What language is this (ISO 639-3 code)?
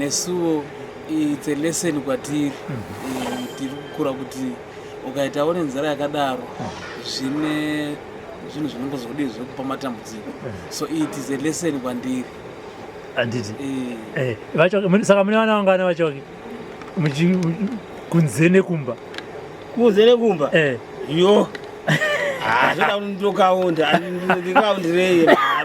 sna